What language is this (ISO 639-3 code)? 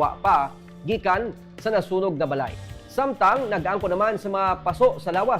hil